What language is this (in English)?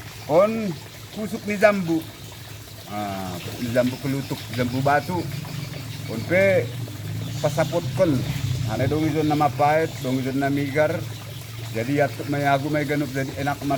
Batak Simalungun